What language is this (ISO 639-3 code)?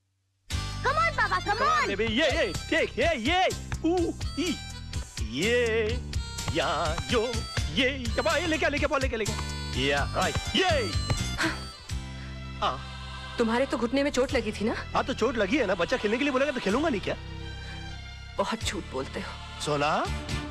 hin